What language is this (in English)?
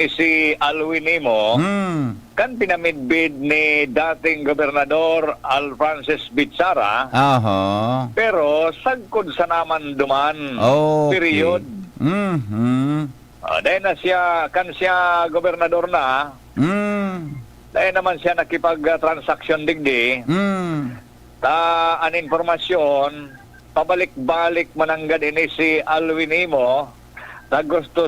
Bikol